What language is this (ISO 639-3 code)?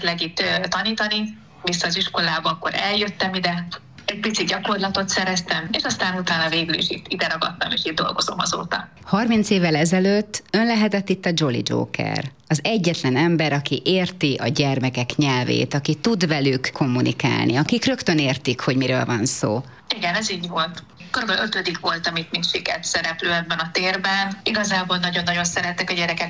hun